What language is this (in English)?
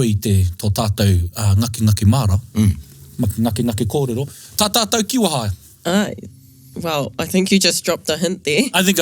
Māori